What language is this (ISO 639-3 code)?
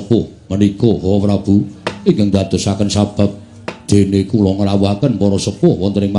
jav